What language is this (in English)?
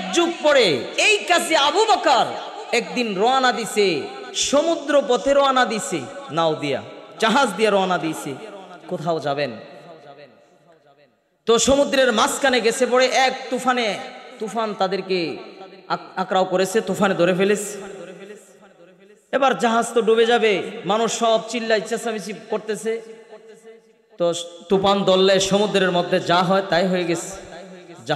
Bangla